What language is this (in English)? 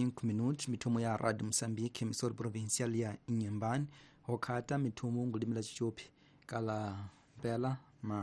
Tsonga